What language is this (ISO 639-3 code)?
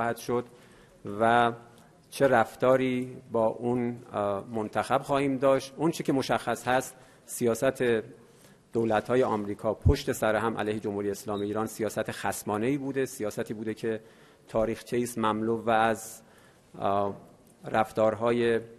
fas